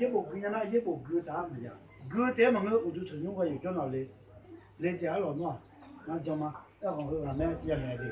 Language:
Akha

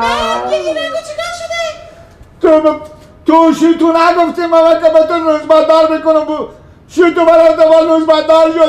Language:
Persian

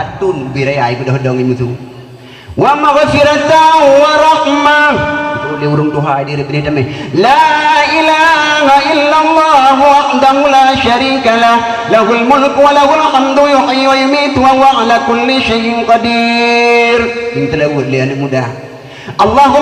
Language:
Achinese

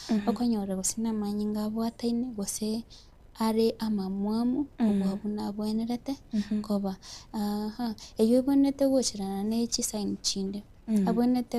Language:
Gusii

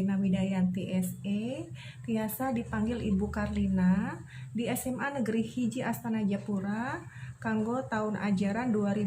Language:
Sundanese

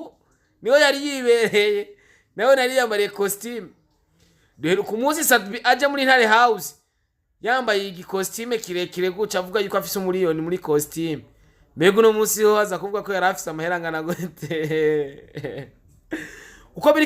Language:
Rundi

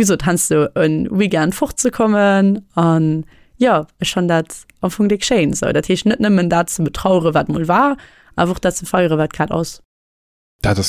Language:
Luxembourgish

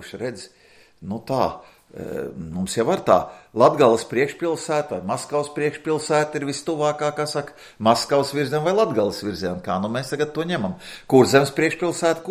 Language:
Latvian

